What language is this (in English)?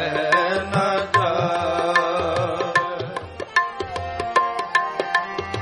Punjabi